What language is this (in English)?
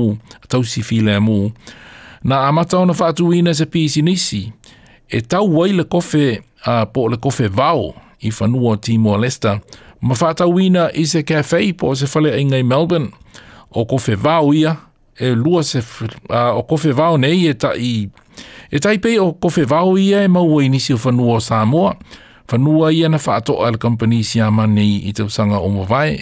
Samoan